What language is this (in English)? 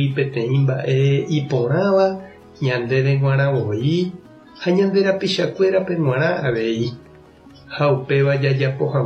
Guarani